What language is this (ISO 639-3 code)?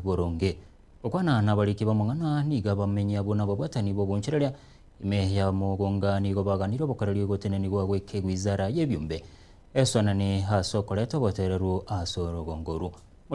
guz